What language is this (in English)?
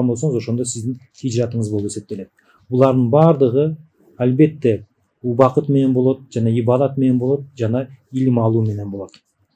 Kyrgyz